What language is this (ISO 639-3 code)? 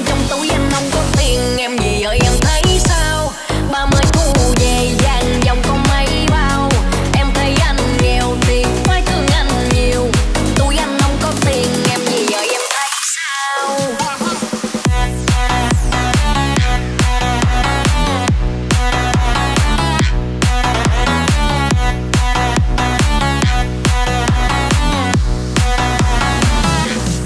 vie